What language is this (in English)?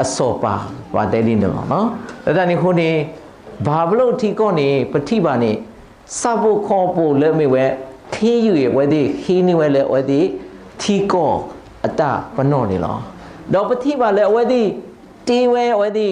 S'gaw Karen